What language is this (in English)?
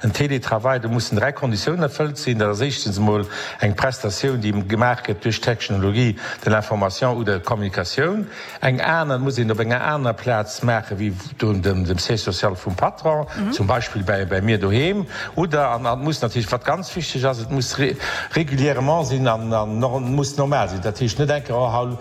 Luxembourgish